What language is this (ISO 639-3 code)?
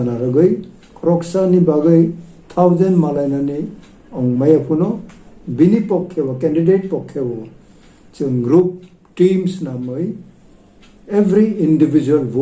trp